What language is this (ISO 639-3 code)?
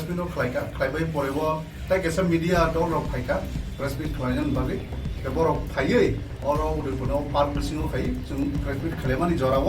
trp